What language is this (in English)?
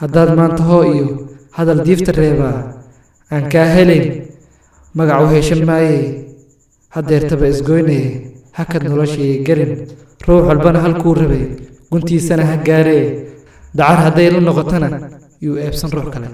Somali